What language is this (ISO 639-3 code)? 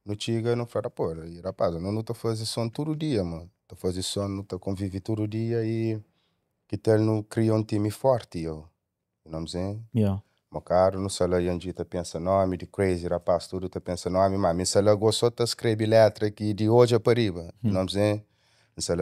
kea